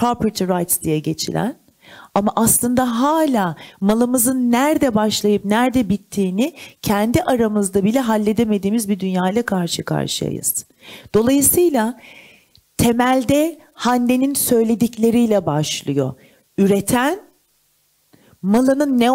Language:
Turkish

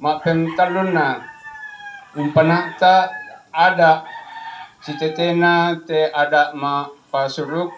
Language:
Toraja-Sa'dan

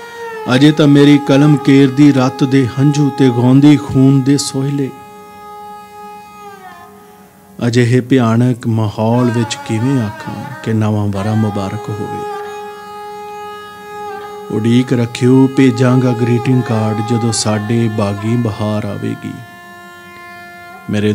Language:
Punjabi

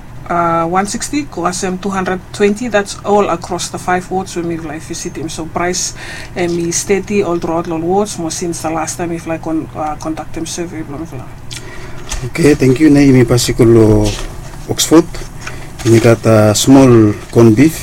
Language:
Bislama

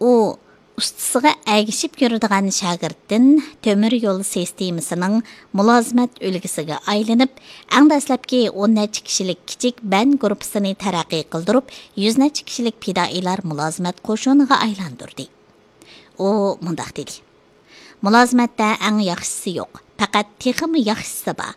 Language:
Uyghur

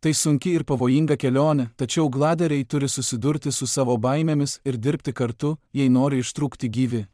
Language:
Lithuanian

